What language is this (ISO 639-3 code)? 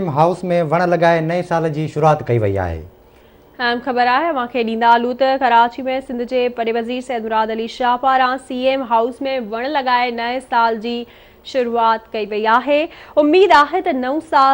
snd